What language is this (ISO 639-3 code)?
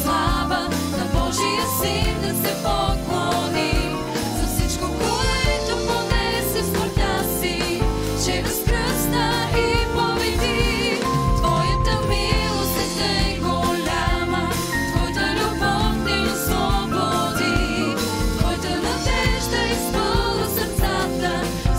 bul